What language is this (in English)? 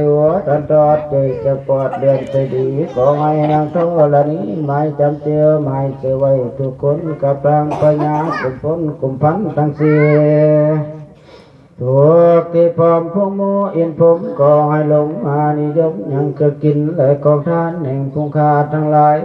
Northeastern Thai